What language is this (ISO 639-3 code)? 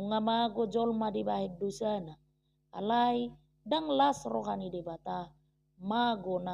bbc